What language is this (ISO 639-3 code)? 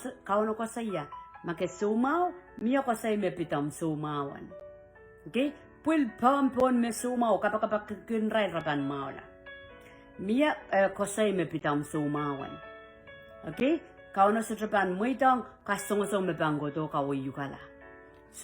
pon